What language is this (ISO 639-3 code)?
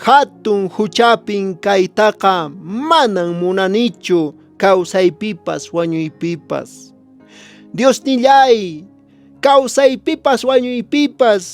que